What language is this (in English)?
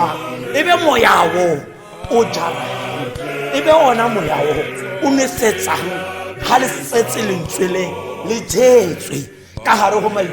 Tswana